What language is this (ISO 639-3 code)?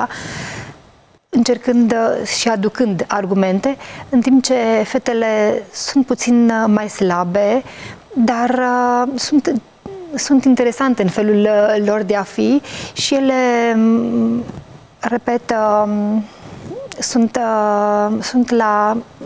ron